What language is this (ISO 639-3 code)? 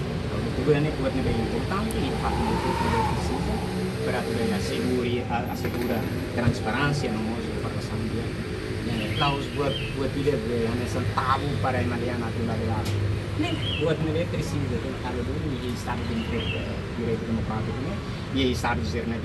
tet